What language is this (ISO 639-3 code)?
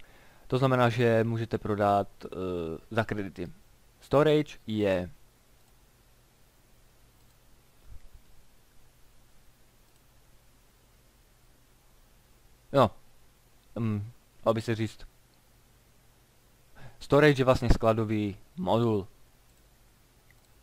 ces